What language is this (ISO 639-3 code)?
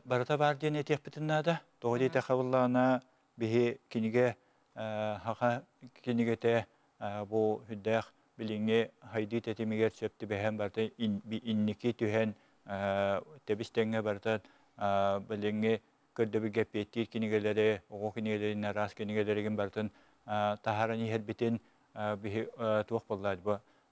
sah